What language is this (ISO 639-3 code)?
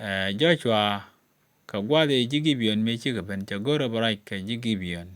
nus